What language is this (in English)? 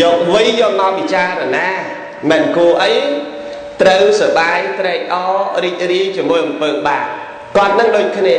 Khmer